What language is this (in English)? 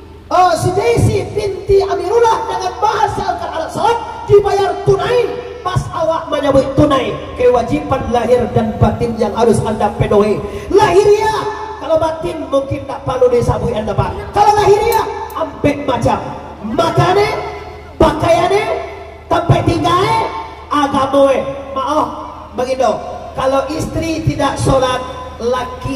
Minangkabau